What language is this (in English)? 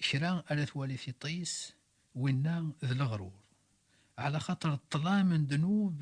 Kabyle